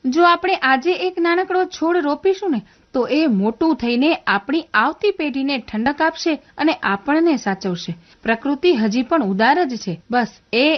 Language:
Gujarati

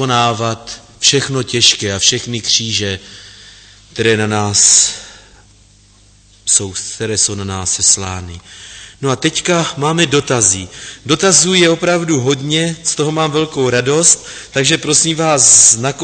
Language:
Czech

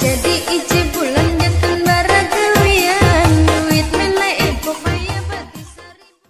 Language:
Minangkabau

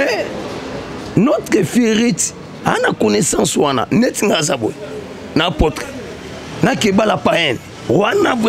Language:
Lingala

